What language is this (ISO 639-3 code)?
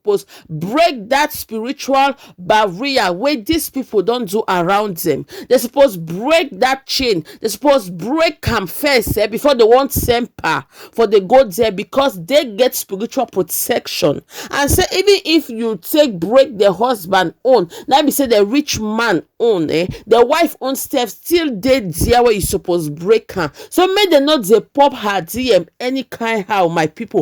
pcm